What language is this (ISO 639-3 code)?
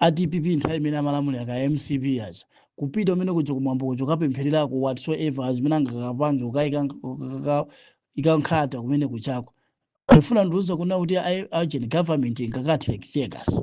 nya